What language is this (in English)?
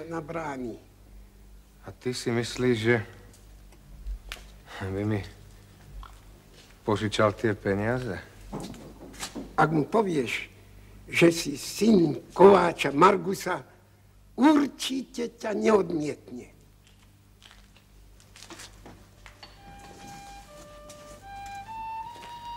Slovak